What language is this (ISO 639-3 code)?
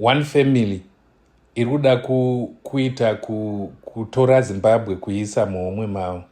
sna